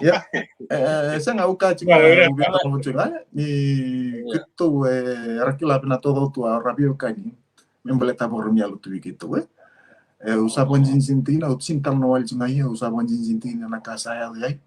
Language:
Fijian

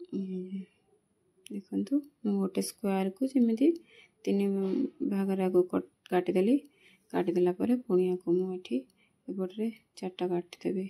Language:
Odia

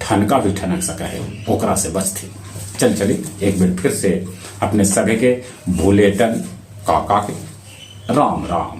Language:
Magahi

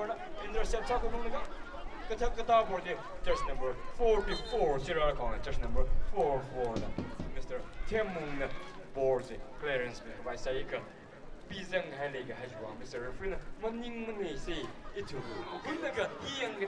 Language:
Tangkhul Naga (India)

